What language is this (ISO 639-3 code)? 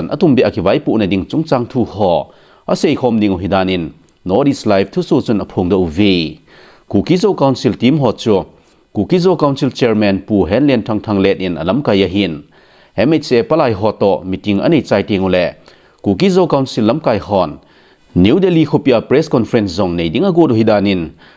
tcz